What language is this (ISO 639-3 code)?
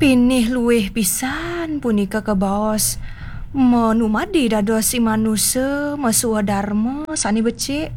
ban